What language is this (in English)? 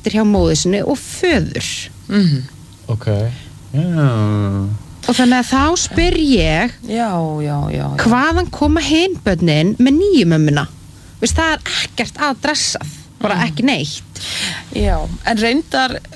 Icelandic